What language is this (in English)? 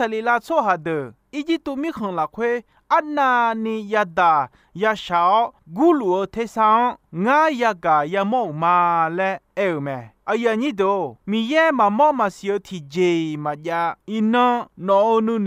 Akha